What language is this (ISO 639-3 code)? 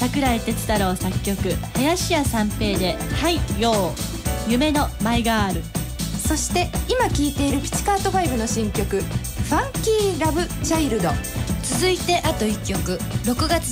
jpn